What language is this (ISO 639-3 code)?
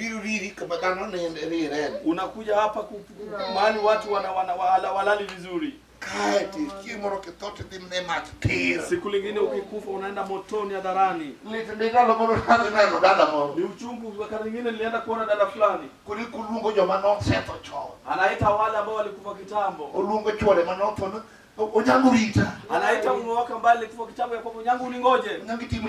luo